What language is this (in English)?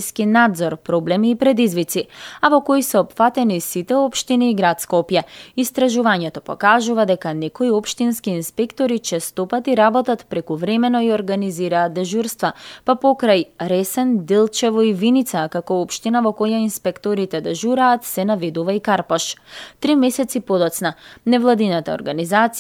Macedonian